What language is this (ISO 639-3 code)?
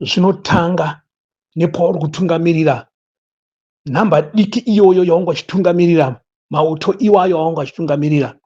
sna